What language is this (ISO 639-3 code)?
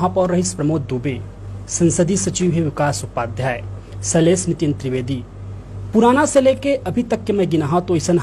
hne